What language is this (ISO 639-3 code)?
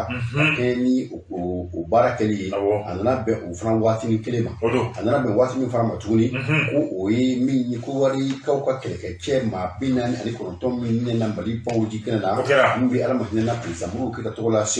bam